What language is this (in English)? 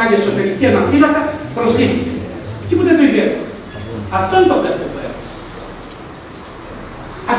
Greek